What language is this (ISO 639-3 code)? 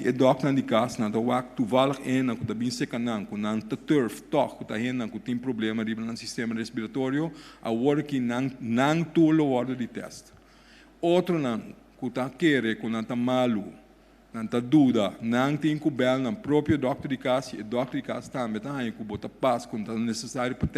pap